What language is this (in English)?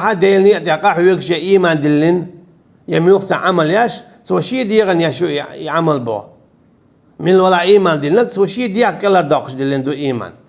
Chechen